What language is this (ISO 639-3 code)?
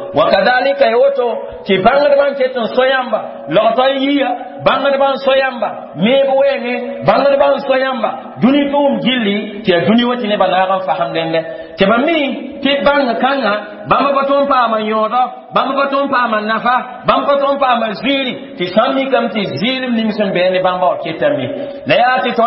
mos